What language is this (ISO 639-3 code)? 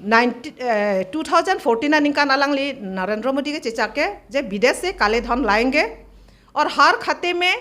mjw